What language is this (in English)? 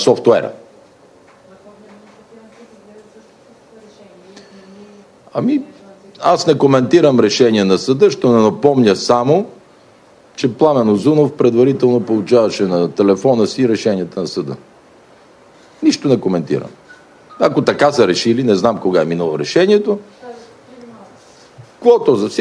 Bulgarian